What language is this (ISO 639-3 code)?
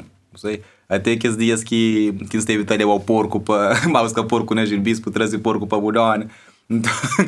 kea